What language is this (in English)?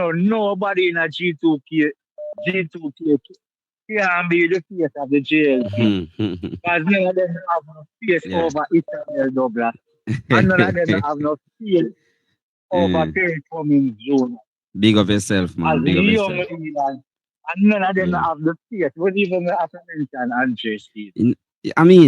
Jamaican Creole English